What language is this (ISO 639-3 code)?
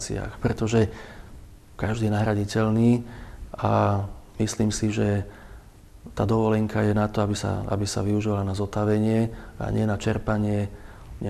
slk